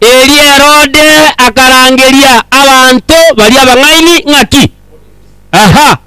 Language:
Gusii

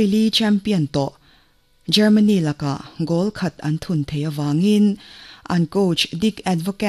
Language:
Mizo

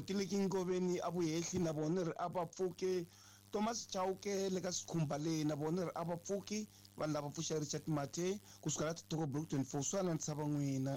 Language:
Tsonga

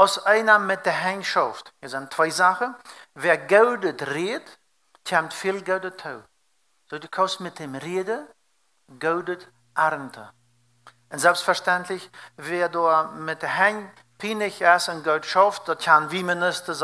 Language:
Plautdietsch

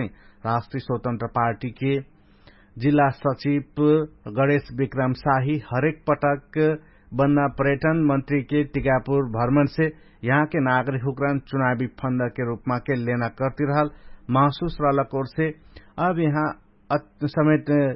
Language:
Dangaura Tharu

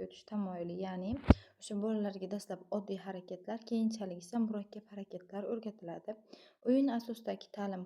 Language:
Uzbek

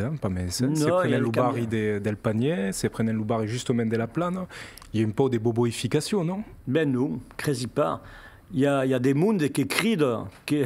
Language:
Occitan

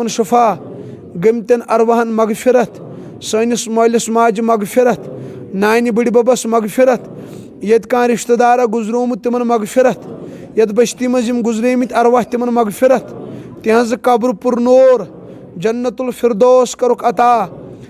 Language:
Kashmiri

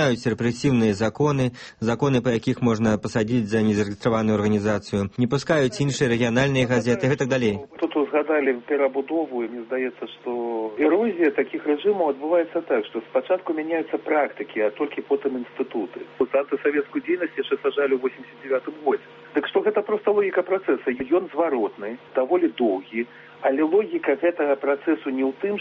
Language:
Belarusian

